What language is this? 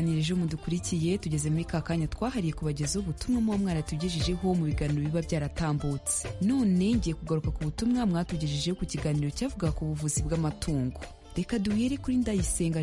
Kinyarwanda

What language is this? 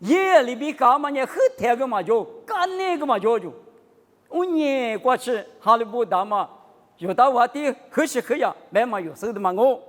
Lisu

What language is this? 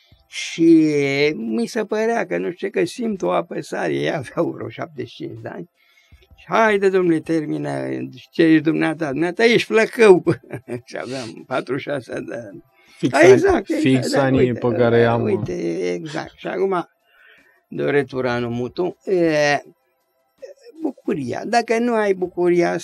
Romanian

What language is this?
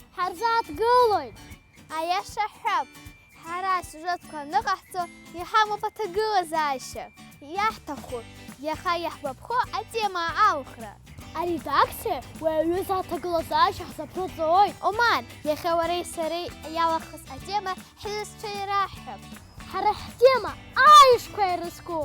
Abkhazian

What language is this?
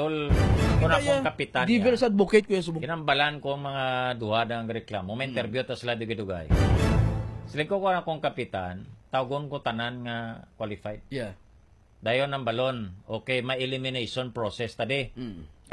Hiligaynon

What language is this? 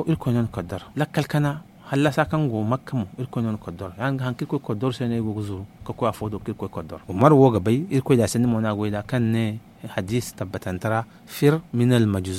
Zarma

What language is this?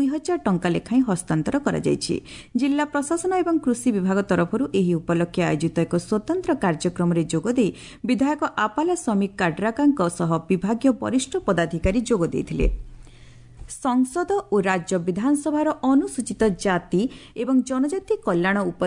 Odia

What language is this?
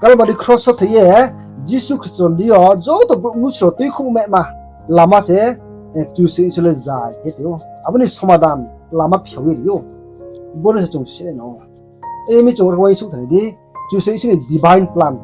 Riang (India)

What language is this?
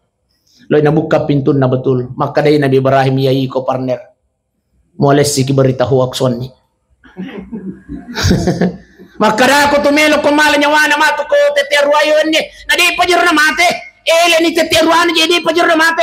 Buginese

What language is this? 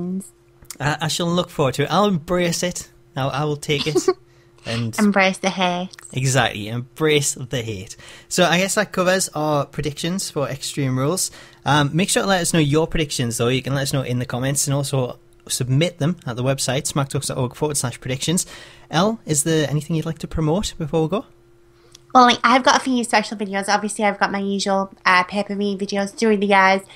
English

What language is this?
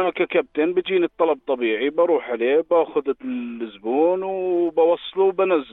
North Levantine Arabic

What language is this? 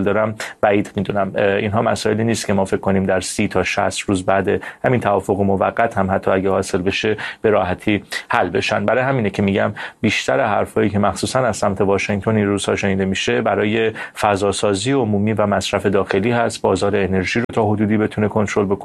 Persian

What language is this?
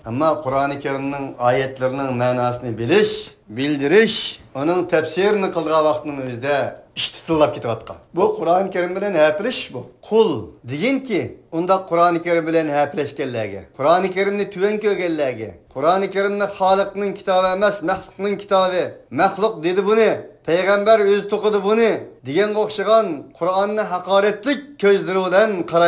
Uyghur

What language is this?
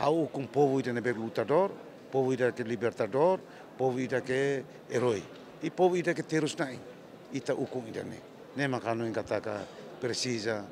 Tetum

